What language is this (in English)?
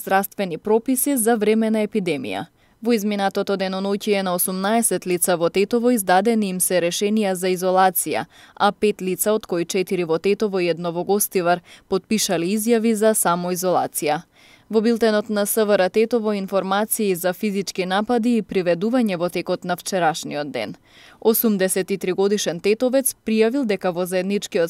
Macedonian